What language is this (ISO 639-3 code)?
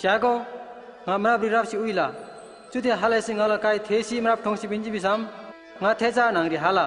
taj